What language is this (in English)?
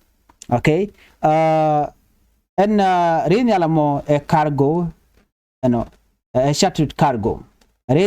Nuer